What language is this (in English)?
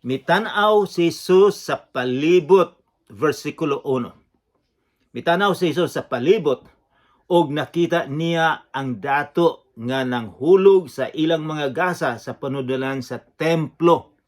Cebuano